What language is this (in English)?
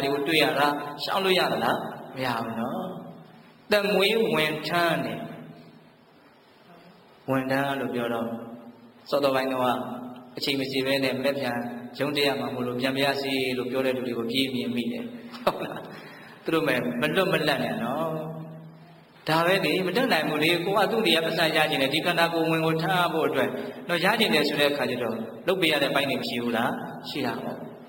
Burmese